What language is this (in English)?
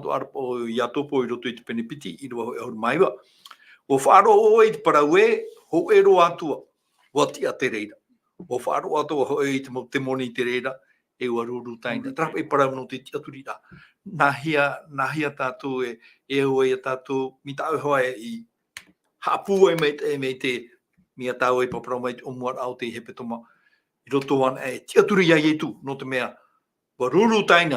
Tahitian